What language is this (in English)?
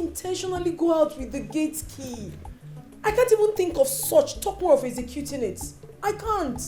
Nigerian Pidgin